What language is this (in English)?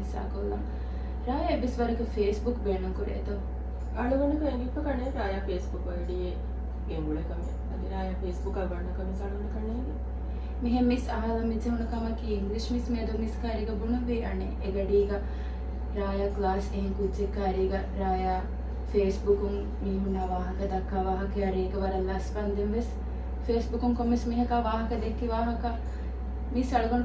Divehi